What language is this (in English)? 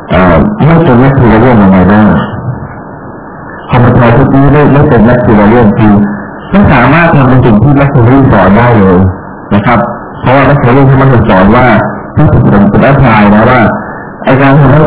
Thai